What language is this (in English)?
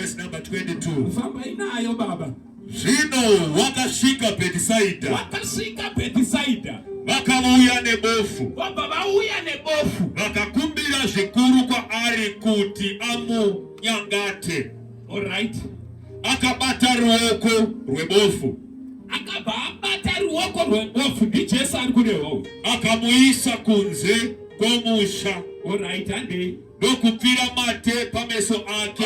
Shona